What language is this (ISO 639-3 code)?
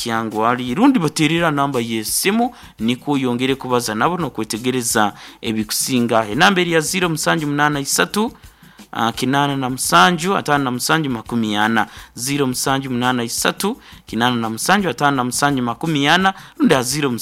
nyn